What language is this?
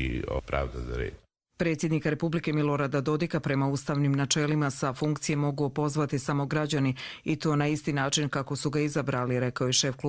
Croatian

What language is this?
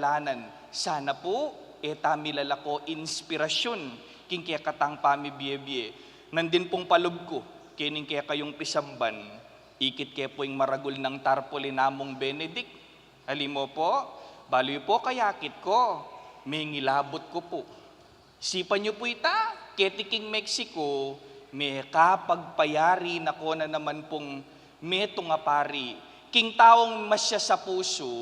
Pampanga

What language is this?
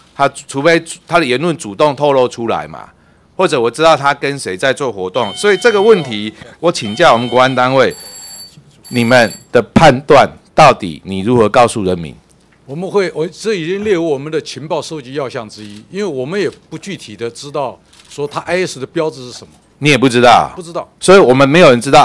Chinese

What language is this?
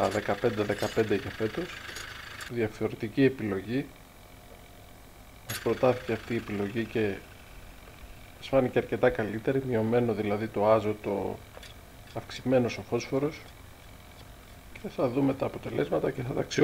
Greek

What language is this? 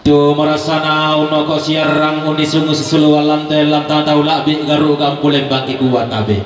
Toraja-Sa'dan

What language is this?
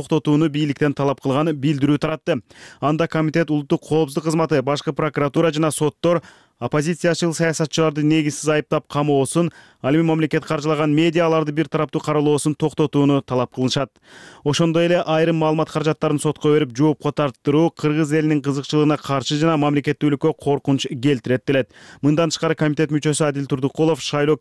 Kyrgyz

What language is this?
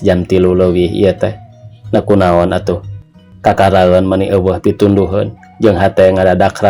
Sundanese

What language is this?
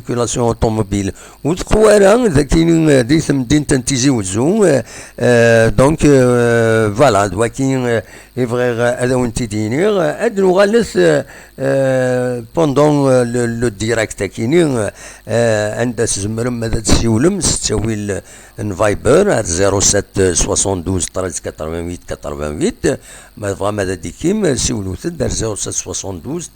Kabyle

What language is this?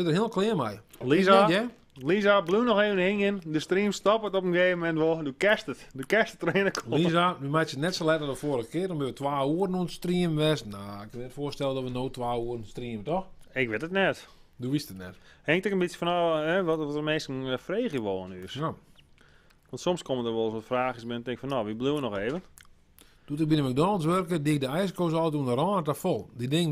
Western Frisian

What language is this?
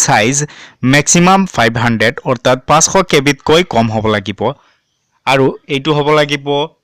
Assamese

